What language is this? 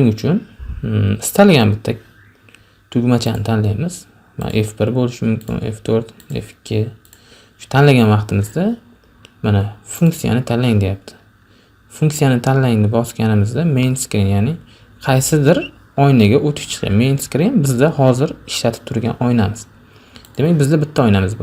Uzbek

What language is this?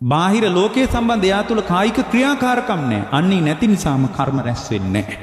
Sinhala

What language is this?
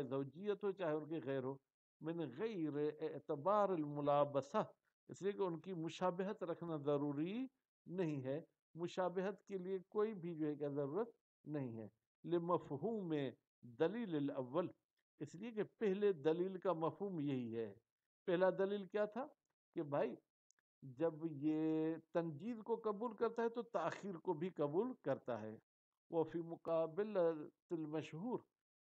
Urdu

